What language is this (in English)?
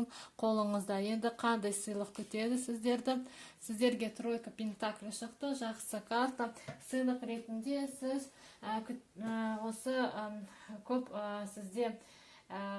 Kazakh